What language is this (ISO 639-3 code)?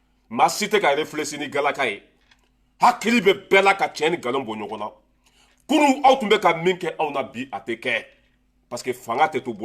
bam